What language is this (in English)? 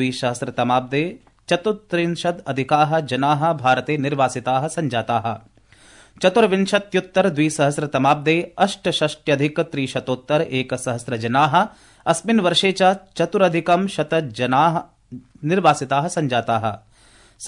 Sanskrit